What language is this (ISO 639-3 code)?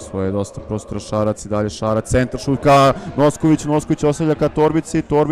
srp